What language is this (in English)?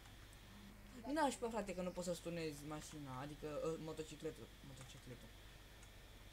Romanian